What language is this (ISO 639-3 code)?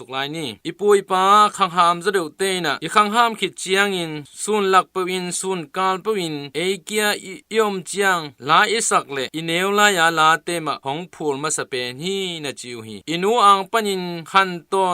ctd